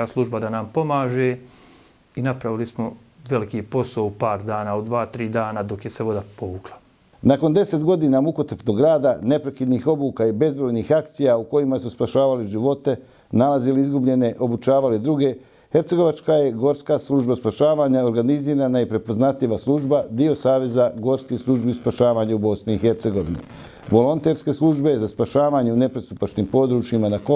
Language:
Bosnian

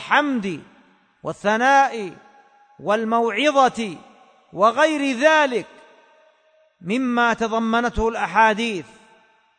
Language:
Arabic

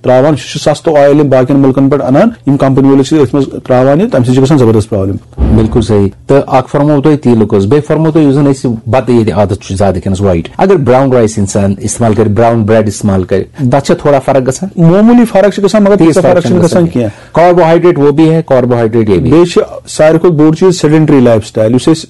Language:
Kashmiri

